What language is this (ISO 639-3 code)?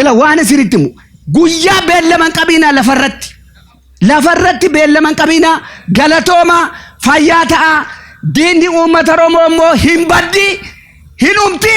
orm